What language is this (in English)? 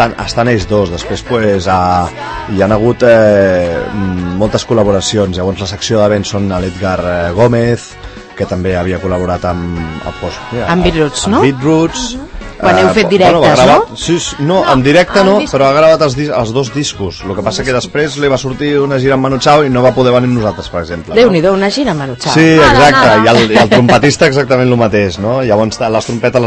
Catalan